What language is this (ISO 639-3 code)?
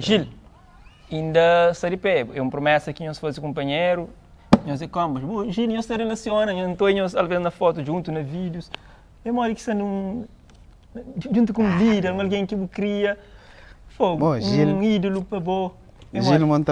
kea